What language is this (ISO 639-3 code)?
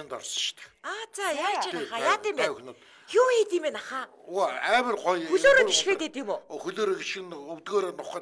mon